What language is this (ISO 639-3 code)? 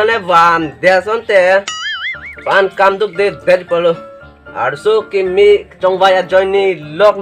mjw